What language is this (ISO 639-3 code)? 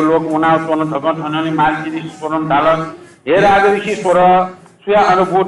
new